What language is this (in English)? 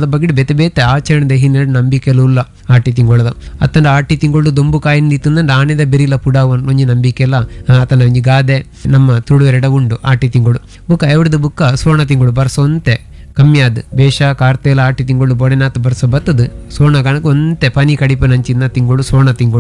Tulu